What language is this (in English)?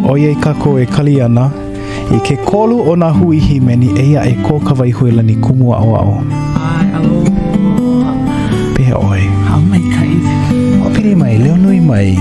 Hawaiian